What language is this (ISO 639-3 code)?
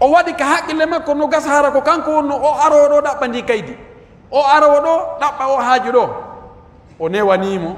fuf